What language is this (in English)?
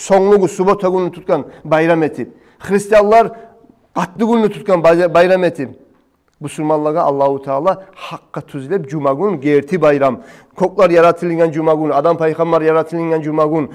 Kumyk